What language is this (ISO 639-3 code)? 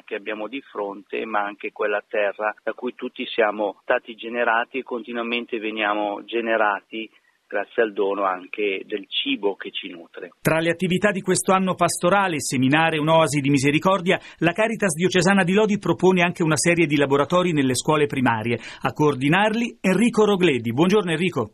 ita